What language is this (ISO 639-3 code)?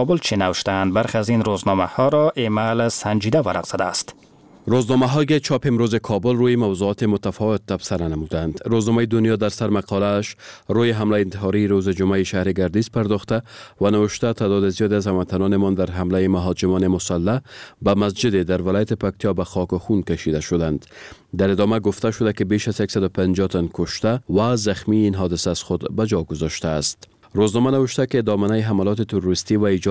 fas